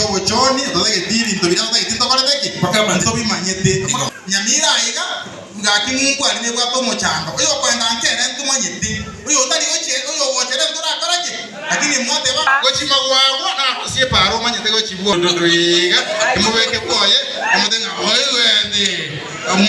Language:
Gusii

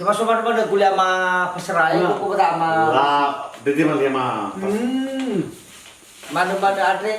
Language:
Nias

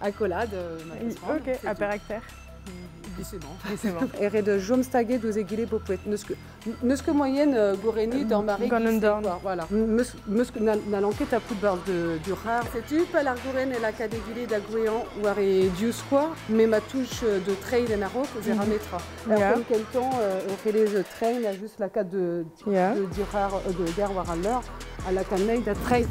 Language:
Breton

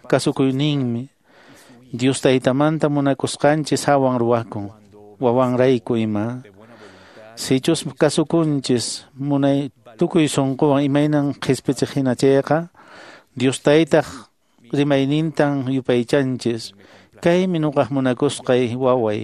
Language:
Quechua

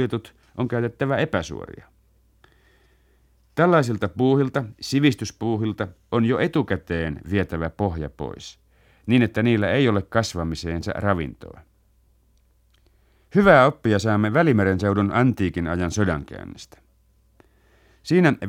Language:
Finnish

